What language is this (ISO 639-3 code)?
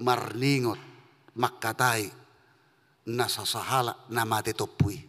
bbc